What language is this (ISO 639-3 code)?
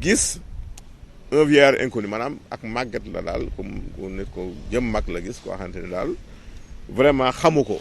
wol